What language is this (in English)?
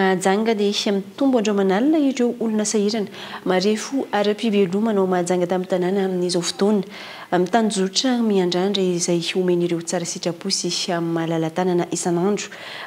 Malagasy